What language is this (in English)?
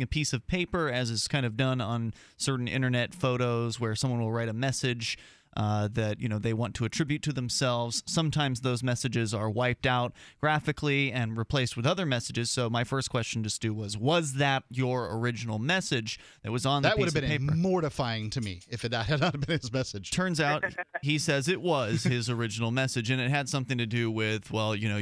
English